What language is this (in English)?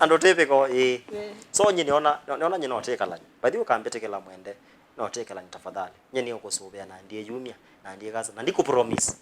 Kamba